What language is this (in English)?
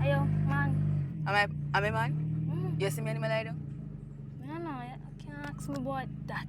Jamaican Creole English